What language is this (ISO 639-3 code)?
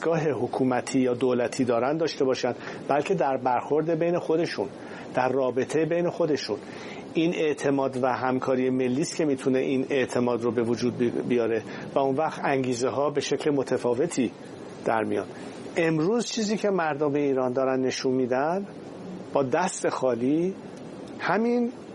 fas